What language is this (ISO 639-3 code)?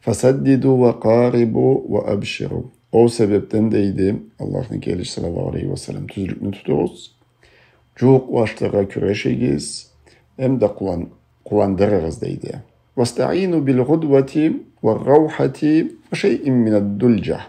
krc